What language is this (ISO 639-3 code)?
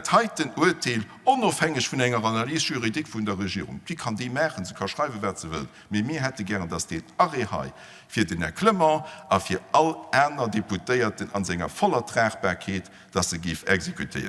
ltz